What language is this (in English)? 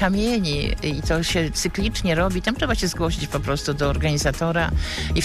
Polish